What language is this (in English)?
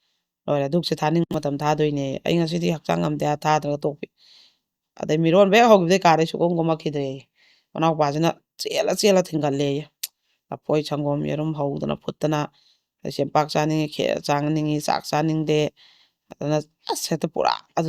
Manipuri